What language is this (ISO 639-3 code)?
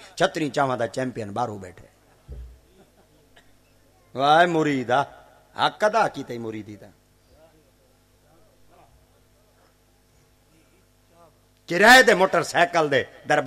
skr